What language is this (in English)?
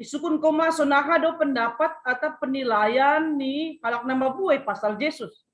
Batak Simalungun